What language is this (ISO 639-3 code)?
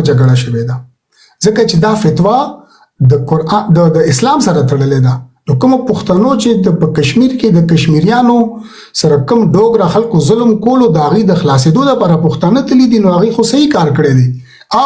pus